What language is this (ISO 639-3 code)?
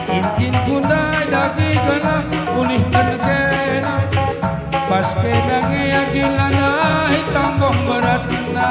btx